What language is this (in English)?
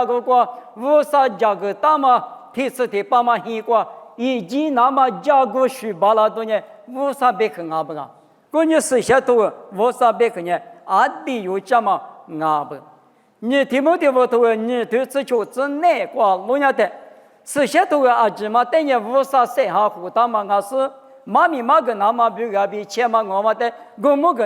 Lisu